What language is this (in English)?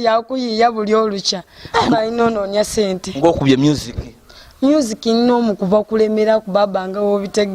Soga